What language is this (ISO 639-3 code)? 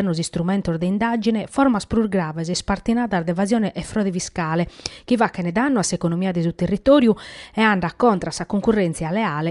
srd